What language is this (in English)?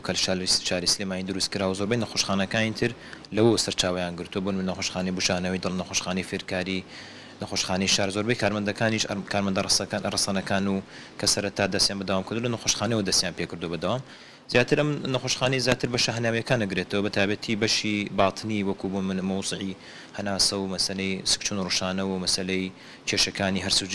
Central Kurdish